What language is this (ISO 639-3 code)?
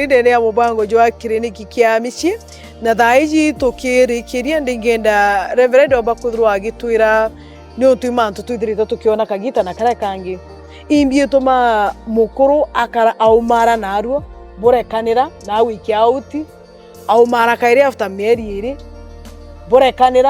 mer